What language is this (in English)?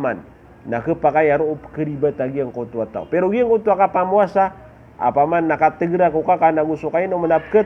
Maranao